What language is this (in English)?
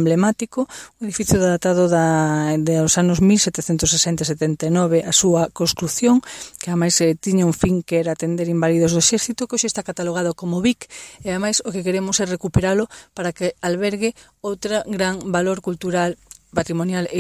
Galician